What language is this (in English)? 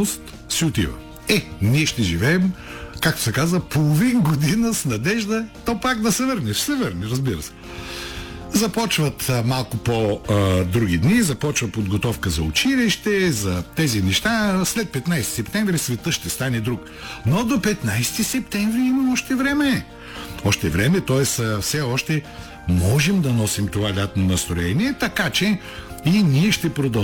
Bulgarian